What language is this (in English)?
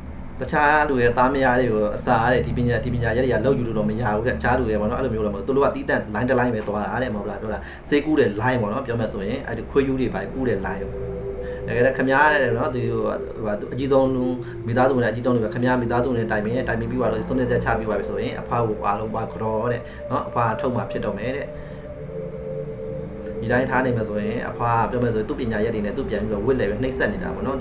Burmese